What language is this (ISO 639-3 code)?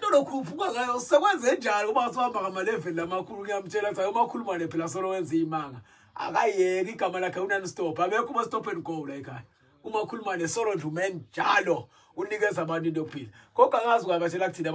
zul